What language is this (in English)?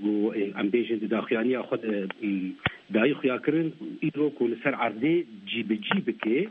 Kurdish